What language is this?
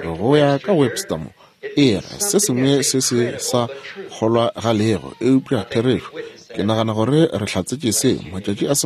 Northern Sotho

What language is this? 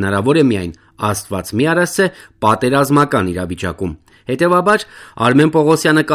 Armenian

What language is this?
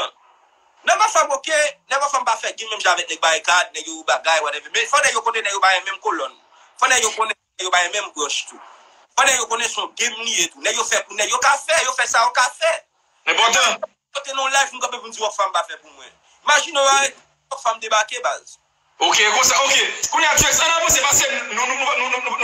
Haitian Creole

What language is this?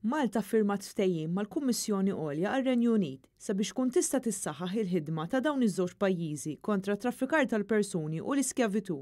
Maltese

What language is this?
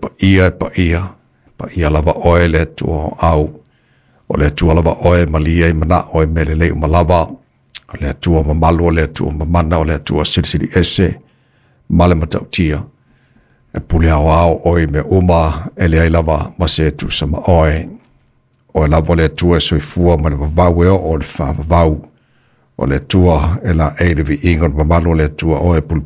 Samoan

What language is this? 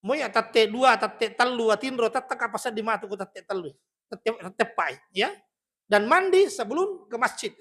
Buginese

